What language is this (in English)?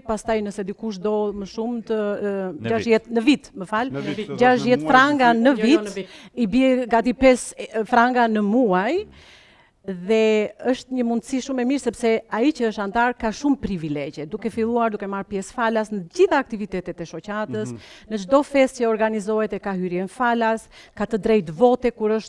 Albanian